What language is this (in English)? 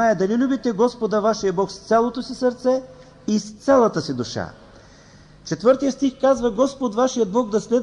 Bulgarian